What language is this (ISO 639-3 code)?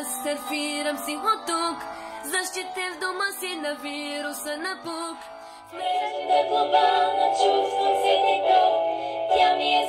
bul